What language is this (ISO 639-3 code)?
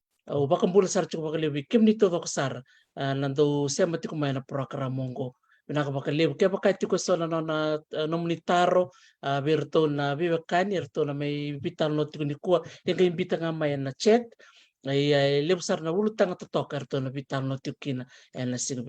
fij